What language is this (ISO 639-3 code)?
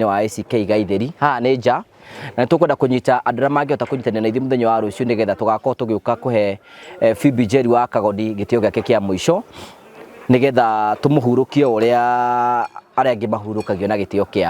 kik